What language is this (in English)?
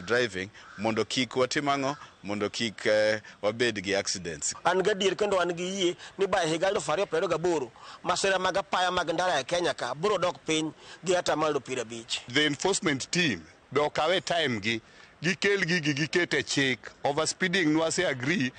Luo (Kenya and Tanzania)